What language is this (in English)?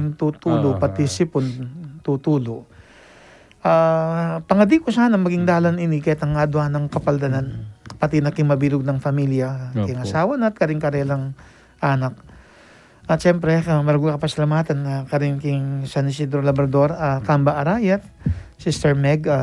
Pampanga